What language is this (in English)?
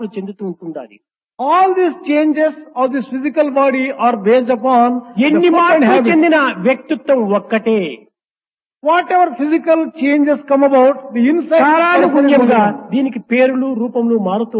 Telugu